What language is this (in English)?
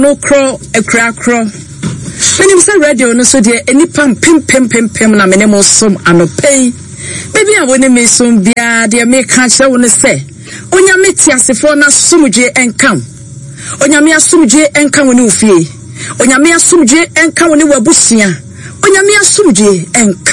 Akan